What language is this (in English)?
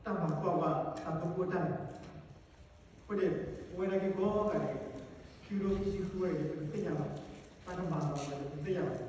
S'gaw Karen